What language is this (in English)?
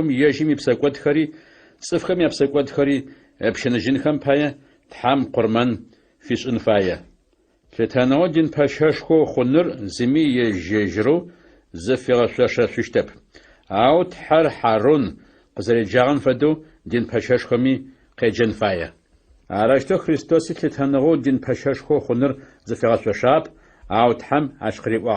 Adyghe